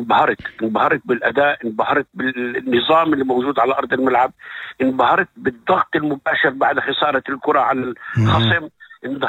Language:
North Levantine Arabic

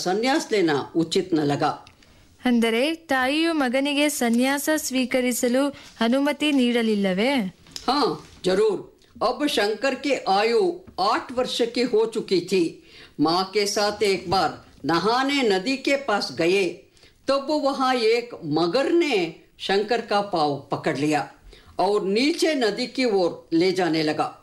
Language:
Kannada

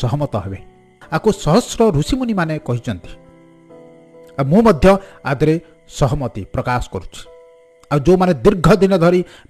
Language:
Odia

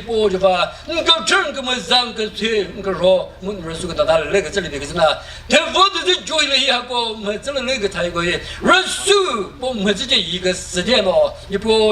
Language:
Chokri Naga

